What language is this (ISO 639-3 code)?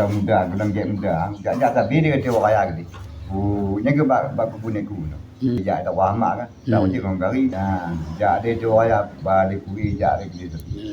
ace